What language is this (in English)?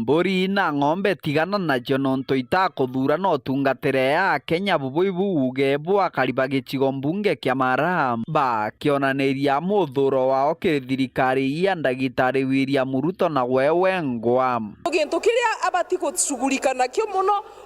Meru